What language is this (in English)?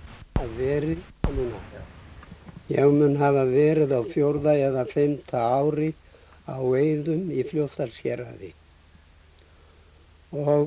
Icelandic